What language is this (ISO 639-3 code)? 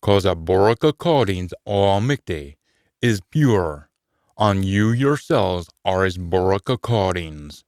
sco